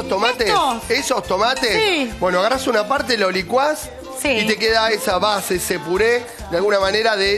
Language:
Spanish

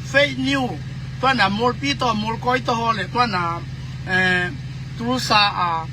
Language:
Tedim Chin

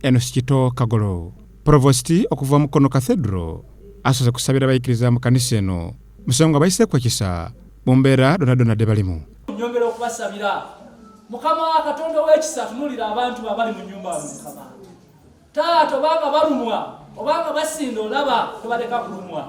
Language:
Soga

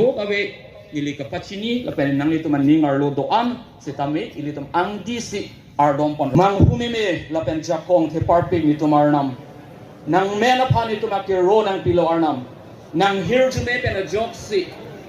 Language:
Karbi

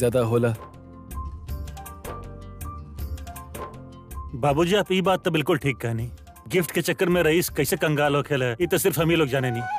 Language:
Bhojpuri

